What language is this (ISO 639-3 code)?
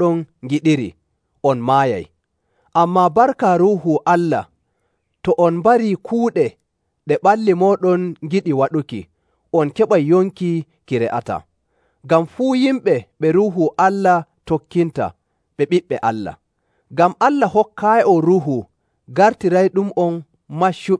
fuv